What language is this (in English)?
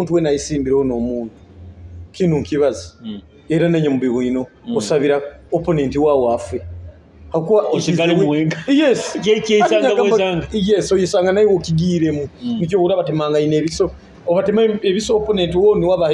Nyoro